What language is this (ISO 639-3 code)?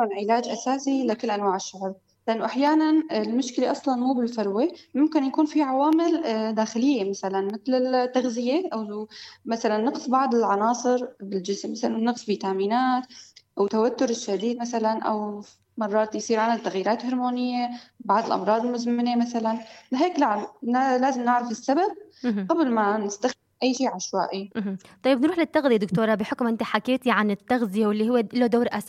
apc